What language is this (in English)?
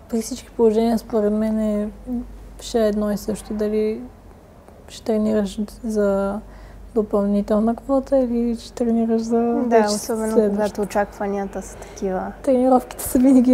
Bulgarian